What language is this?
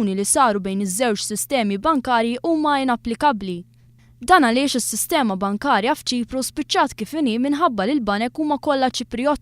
Maltese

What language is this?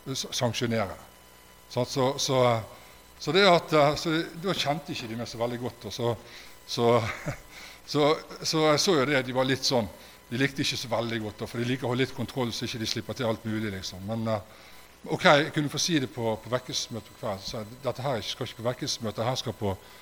Norwegian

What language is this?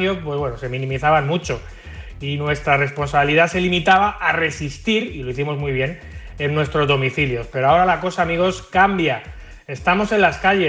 Spanish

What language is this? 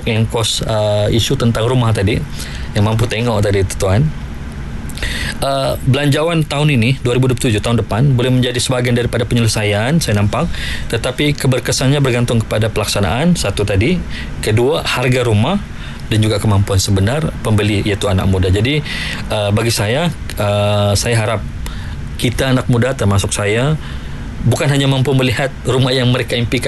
Malay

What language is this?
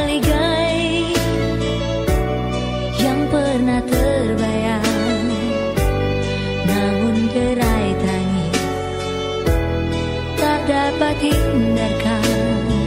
Indonesian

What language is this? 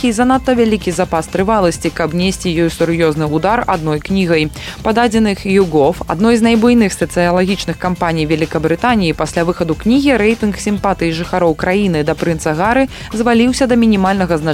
Belarusian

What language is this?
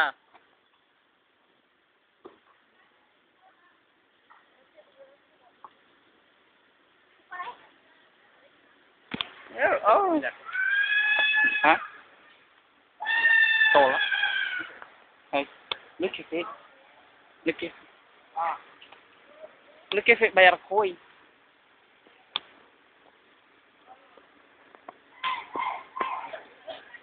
Indonesian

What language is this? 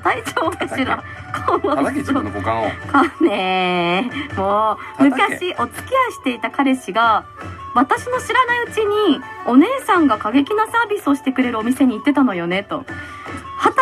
Japanese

